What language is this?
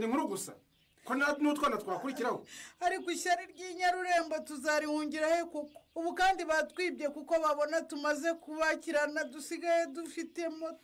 Kinyarwanda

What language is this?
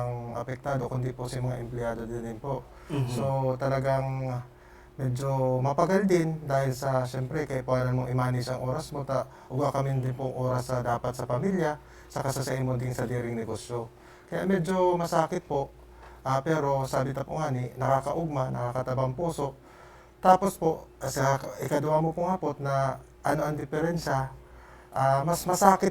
Bikol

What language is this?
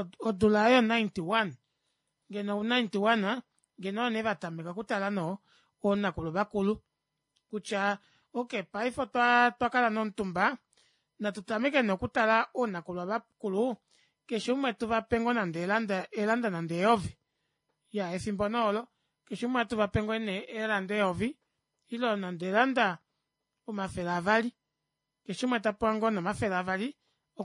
Kuanyama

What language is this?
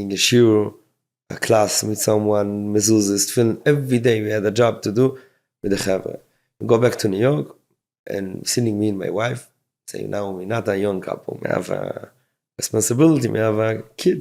Yiddish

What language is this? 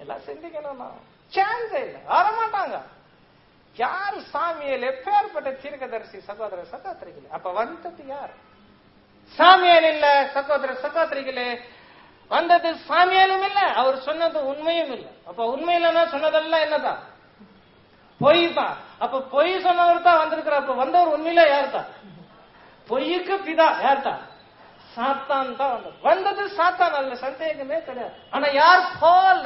Tamil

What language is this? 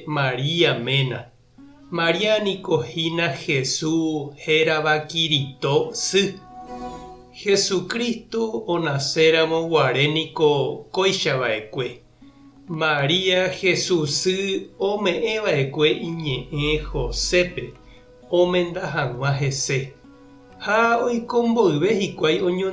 Guarani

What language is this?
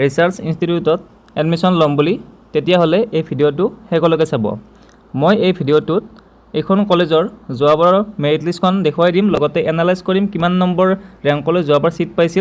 Assamese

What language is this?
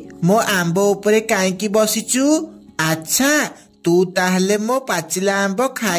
Odia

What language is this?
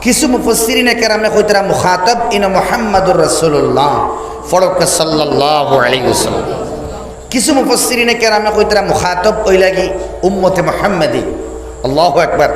Sylheti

